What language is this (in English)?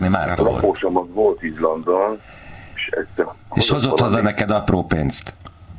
Hungarian